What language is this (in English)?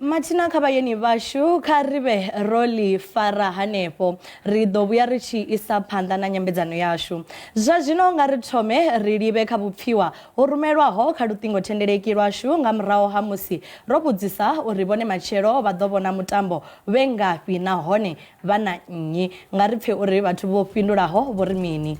Venda